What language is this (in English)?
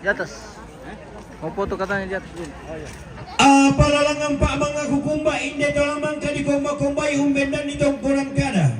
Toraja-Sa'dan